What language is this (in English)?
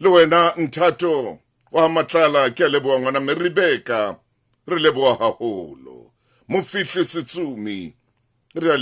Southern Sotho